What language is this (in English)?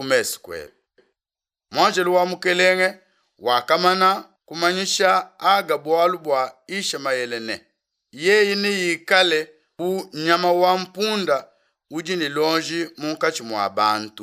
Luba-Lulua